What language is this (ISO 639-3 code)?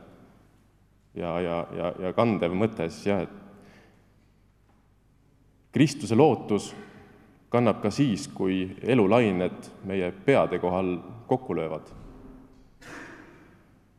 est